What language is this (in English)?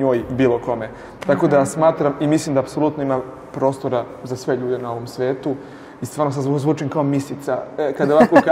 Serbian